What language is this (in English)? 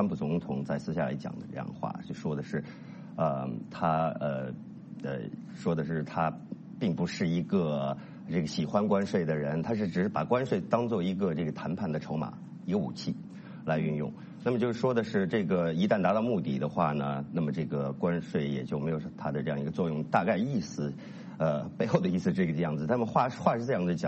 Chinese